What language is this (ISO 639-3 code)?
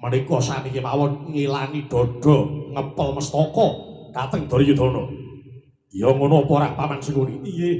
jav